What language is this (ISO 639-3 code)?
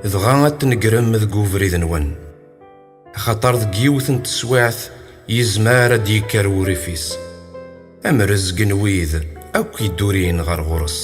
kab